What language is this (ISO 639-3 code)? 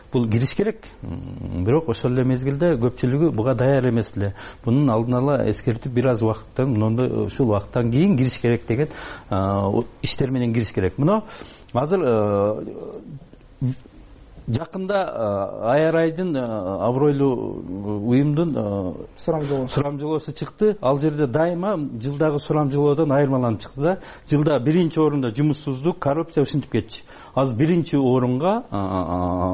kir